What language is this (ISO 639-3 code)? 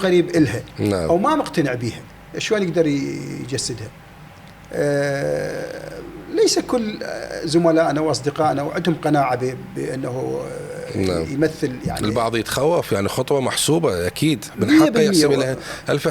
acm